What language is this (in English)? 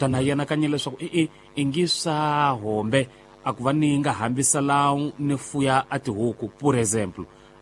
Tsonga